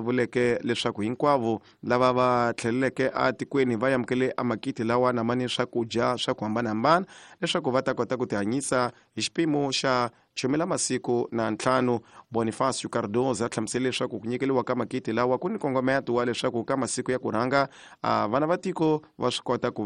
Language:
Tsonga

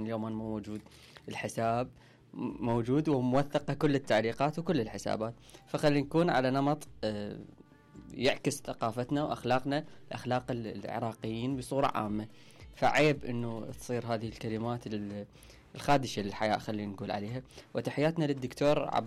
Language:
Mesopotamian Arabic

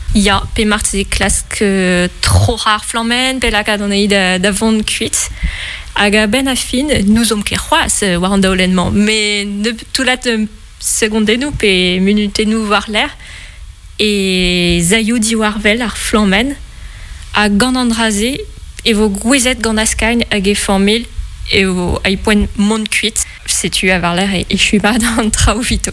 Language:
Breton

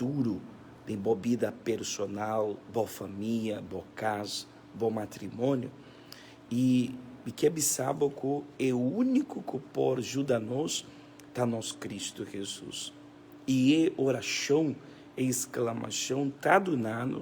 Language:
Papiamento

